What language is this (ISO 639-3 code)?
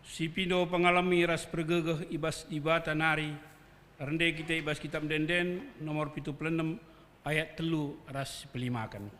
btx